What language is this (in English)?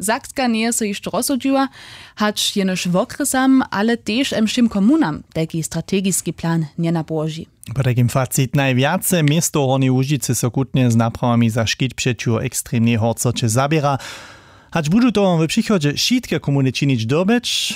Upper Sorbian